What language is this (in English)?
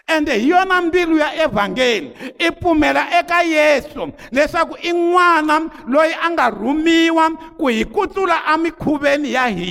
Tsonga